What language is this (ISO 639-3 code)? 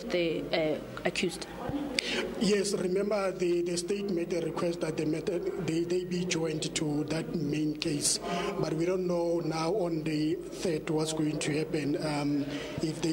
eng